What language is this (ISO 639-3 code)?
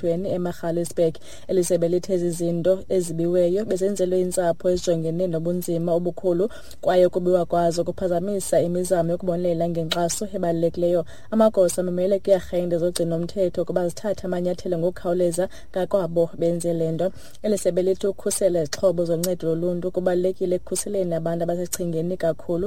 xho